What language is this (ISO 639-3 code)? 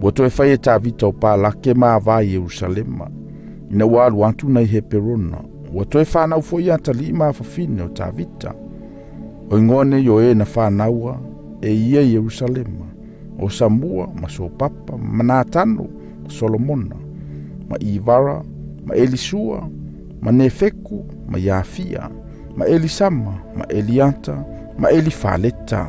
smo